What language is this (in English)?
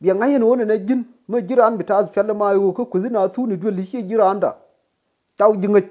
Nuer